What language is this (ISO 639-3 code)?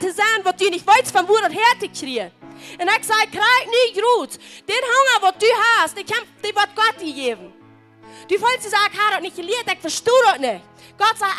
pdt